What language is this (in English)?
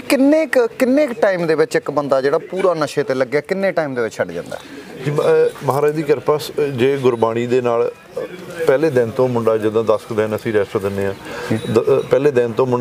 Punjabi